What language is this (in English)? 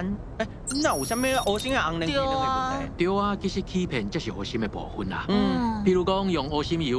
Min Nan Chinese